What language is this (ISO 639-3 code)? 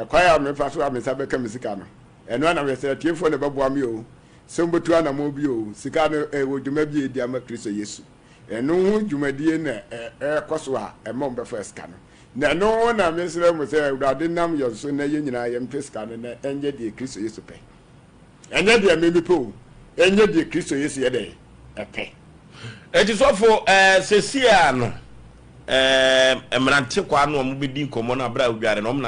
aka